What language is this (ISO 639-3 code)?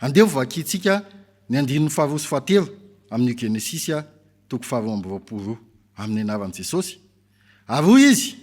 mlg